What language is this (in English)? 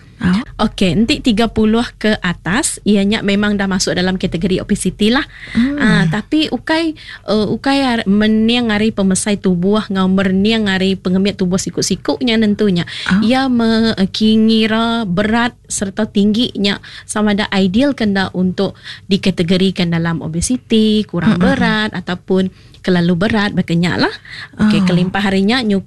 Iban